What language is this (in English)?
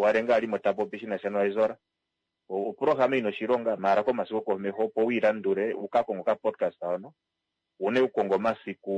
Kuanyama